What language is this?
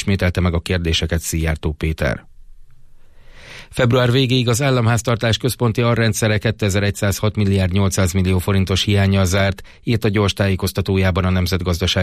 Hungarian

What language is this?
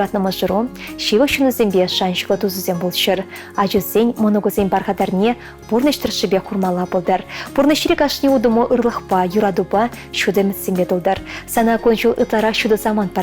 Chuvash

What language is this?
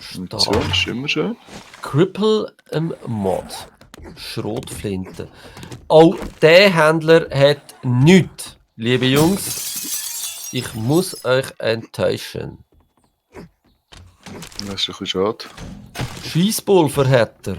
Swiss German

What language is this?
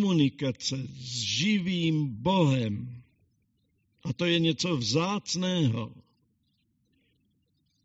Czech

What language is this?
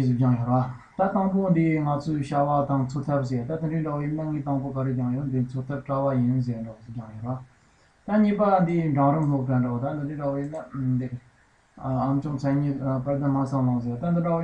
Tibetan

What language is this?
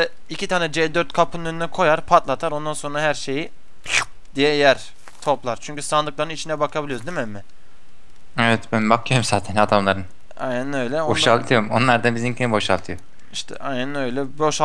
Turkish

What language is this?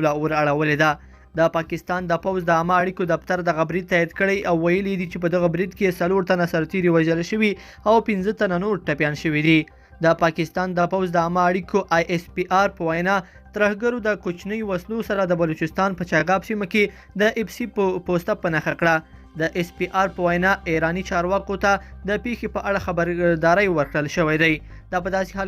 Pashto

